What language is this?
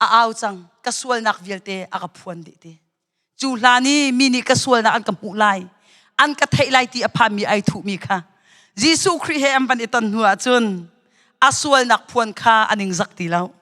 Hakha Chin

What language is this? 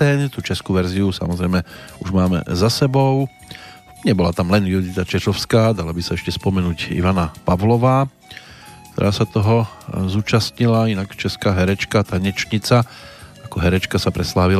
Slovak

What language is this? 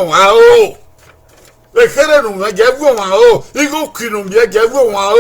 Bini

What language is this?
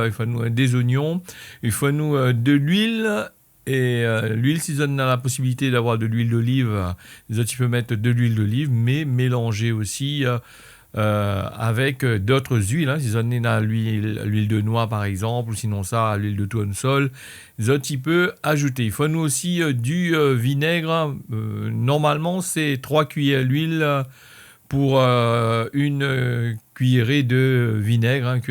Réunion Creole French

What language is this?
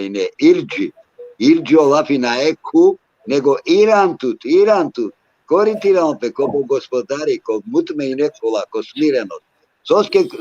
Balkan Romani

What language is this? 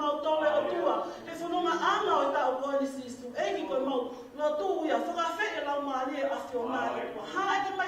Tongan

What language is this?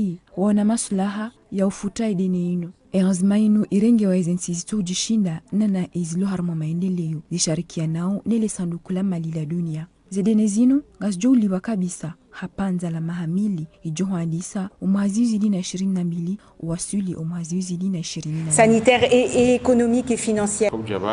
Ngazidja Comorian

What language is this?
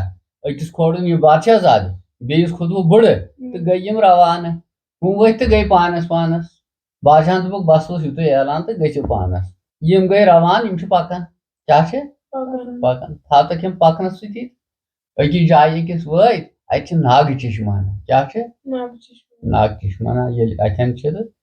Kashmiri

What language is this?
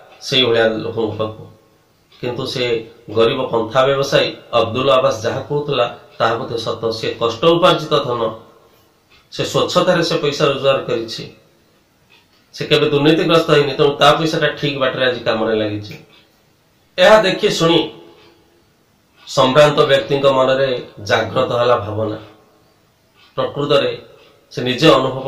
Odia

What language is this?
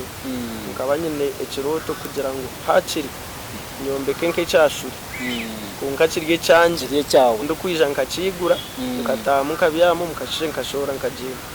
Nyankole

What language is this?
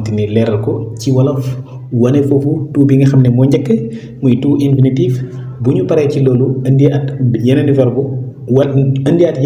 Wolof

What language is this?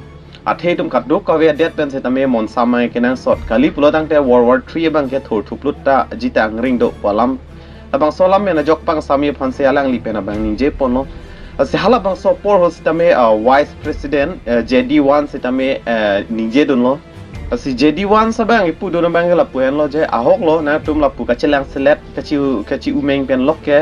Karbi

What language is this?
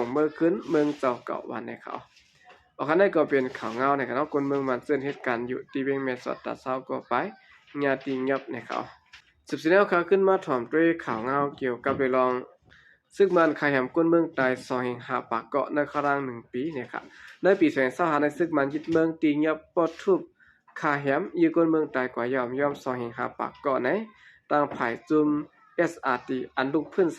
Shan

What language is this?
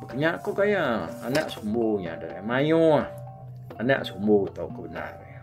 Iban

